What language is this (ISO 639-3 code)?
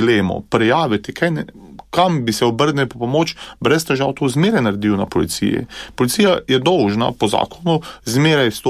slv